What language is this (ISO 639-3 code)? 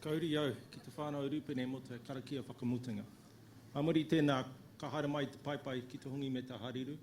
mri